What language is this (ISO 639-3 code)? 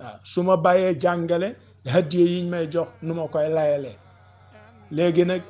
wol